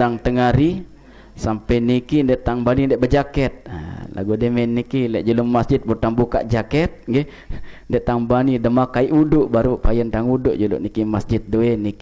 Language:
Sasak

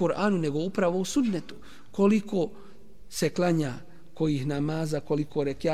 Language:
Bosnian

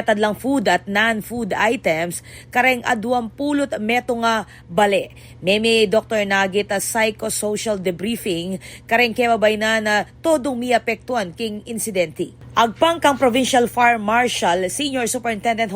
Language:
Pampanga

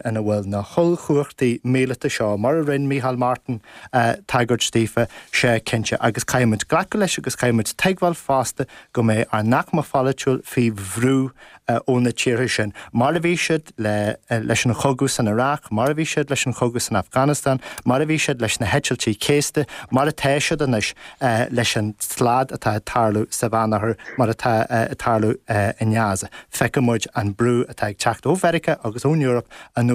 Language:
Irish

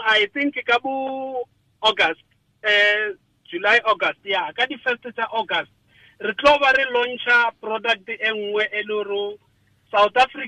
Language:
Tswana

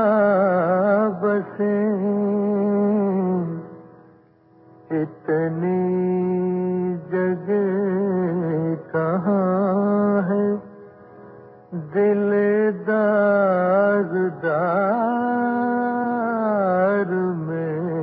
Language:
Urdu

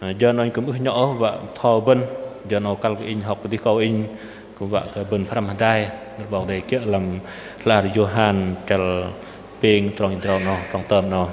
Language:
Bahnar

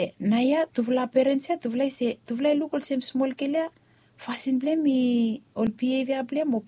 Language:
Bislama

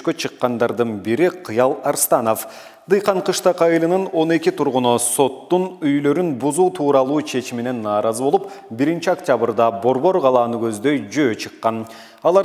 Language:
Kyrgyz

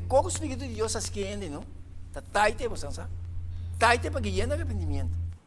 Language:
Papiamento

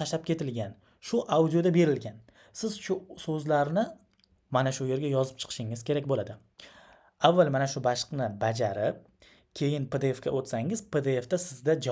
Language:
Uzbek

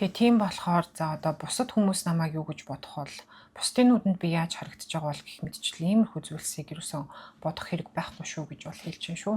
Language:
Mongolian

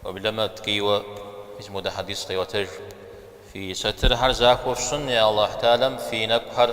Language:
Kabardian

